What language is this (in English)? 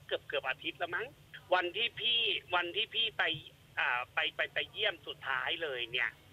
Thai